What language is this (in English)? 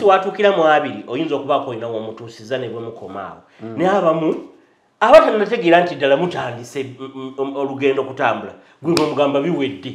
Ganda